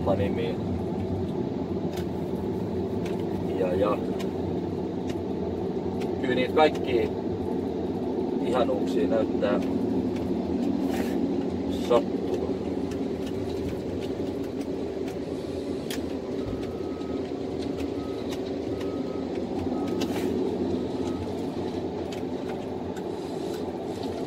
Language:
Finnish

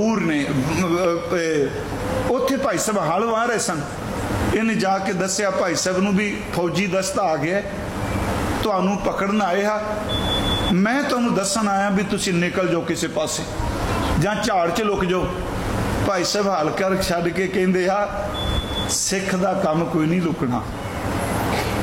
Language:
Punjabi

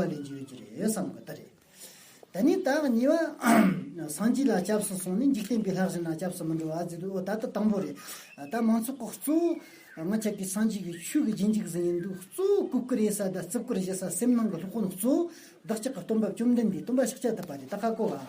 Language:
Amdo Tibetan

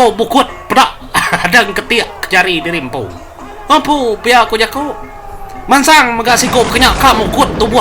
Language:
Iban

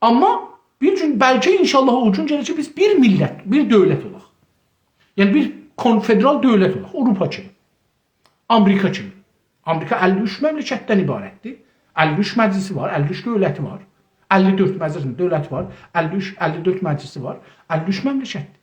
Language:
South Azerbaijani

